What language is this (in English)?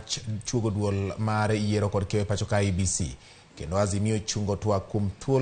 Luo (Kenya and Tanzania)